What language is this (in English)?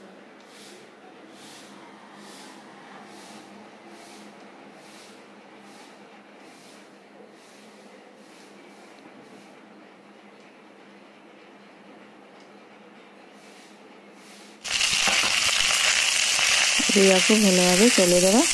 Odia